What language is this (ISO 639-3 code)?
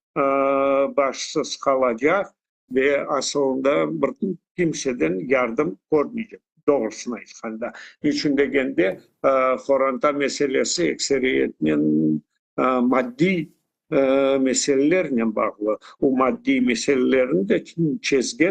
crh